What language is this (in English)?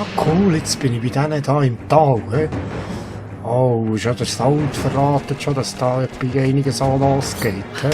Swiss German